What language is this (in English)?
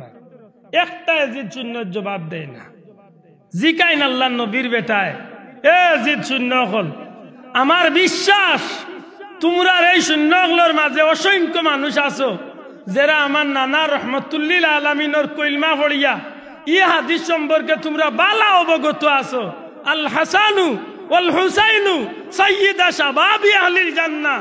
Sylheti